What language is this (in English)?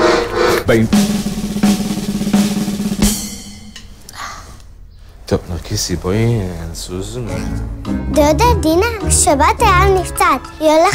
Hebrew